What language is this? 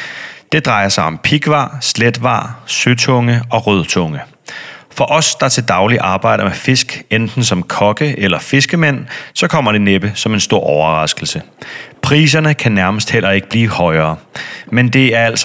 Danish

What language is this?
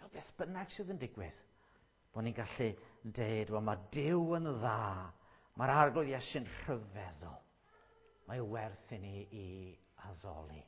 Welsh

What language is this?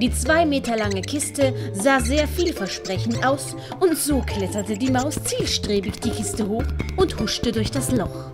Swiss German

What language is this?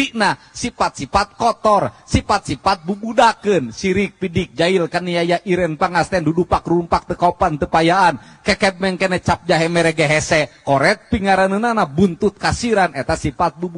Sundanese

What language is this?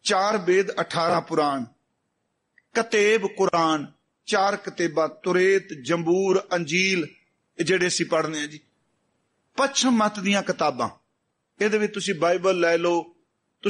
Punjabi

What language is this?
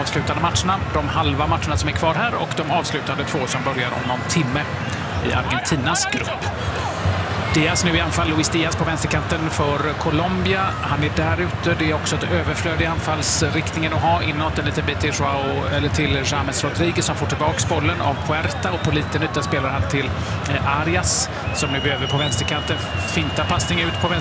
Swedish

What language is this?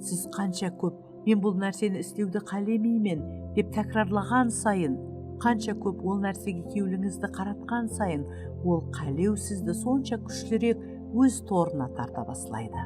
Kara-Kalpak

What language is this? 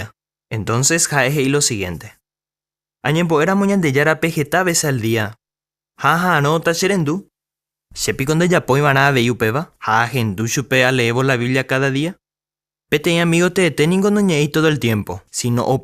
Guarani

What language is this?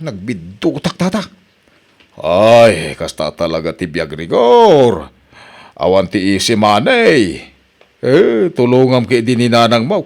Iloko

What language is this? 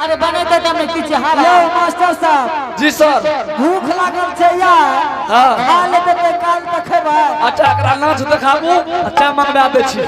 Angika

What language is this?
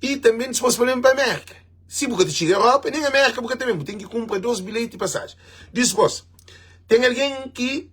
Kabuverdianu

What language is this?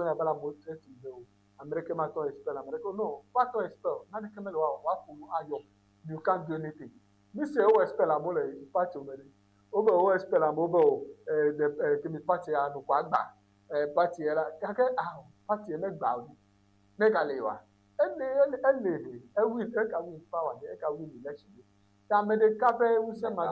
Ewe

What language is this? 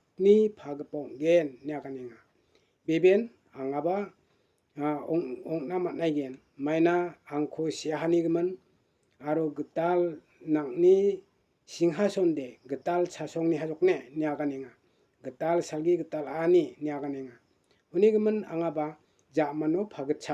Garo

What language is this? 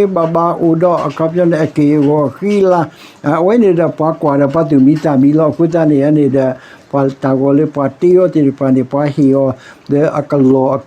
S'gaw Karen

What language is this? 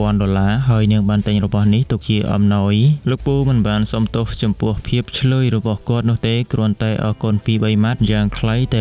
Khmer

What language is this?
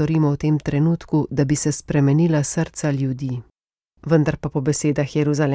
Slovenian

